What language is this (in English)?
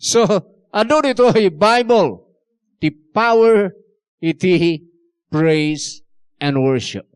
Iloko